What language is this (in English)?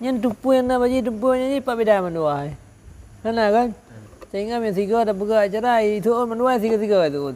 Achinese